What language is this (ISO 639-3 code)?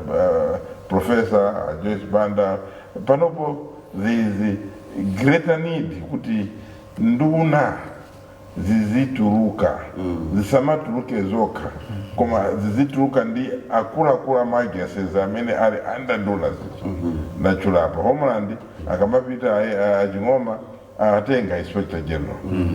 nya